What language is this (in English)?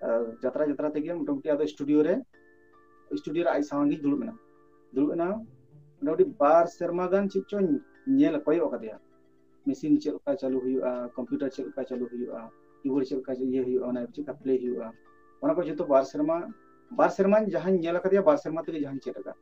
Santali